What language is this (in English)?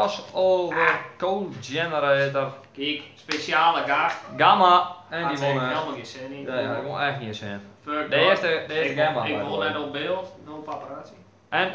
Western Frisian